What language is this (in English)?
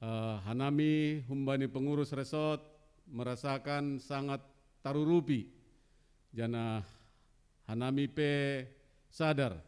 Batak Simalungun